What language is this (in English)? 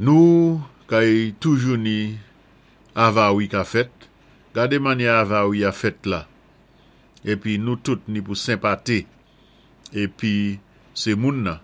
Saint Lucian Creole French